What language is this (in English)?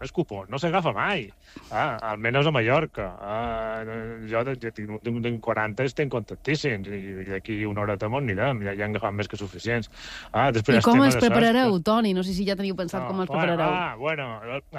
Catalan